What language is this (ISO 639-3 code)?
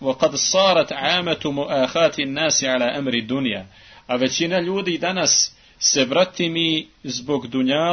bos